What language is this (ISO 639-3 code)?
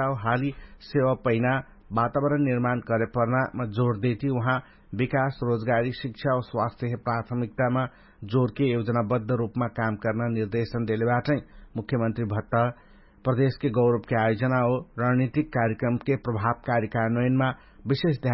thl